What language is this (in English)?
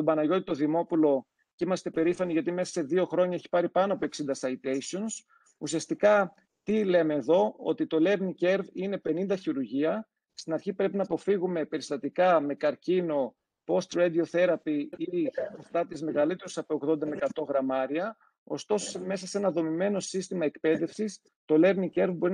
Greek